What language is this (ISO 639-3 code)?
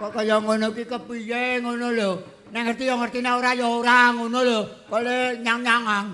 jav